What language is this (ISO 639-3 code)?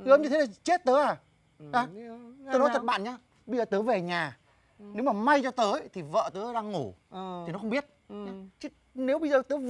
vie